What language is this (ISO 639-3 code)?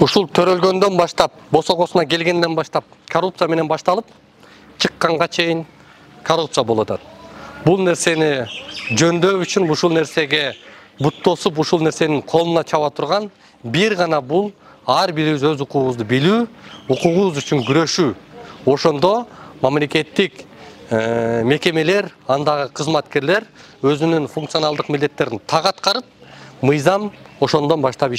kir